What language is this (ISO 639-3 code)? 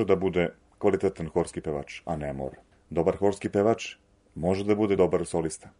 srp